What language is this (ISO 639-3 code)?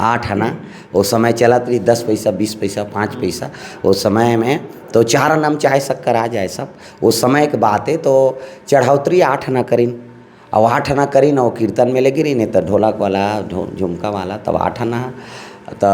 hne